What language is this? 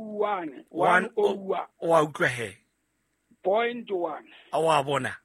Southern Sotho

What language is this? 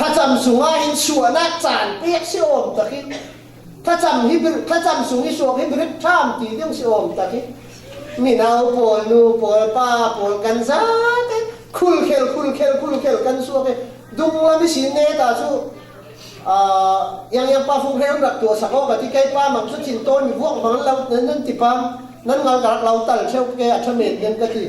Falam Chin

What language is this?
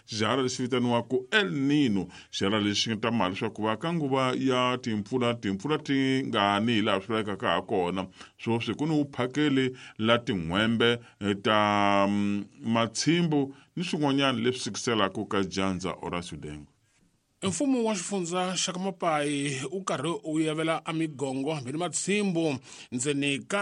Tsonga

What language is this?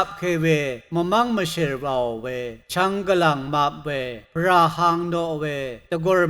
Rawang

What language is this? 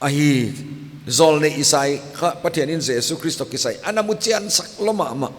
Paite Chin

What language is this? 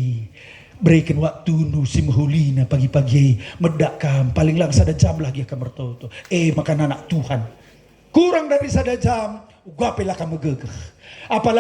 Batak Karo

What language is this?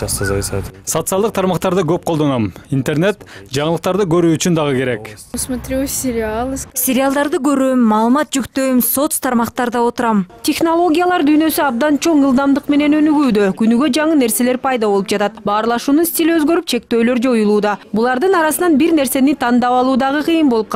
Kyrgyz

